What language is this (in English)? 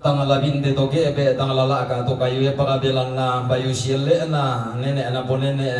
Toraja-Sa'dan